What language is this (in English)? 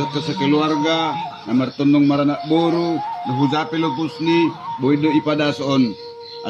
Batak Simalungun